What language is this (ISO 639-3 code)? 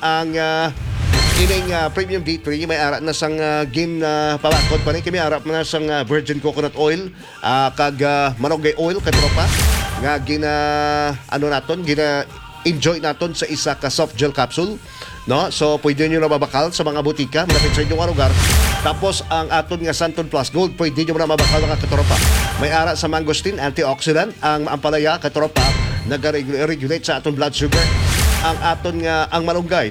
hil